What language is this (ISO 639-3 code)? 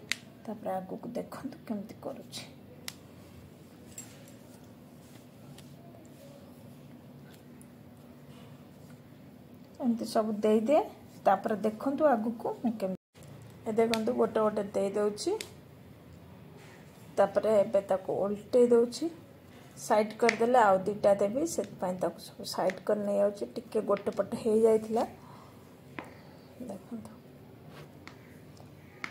ori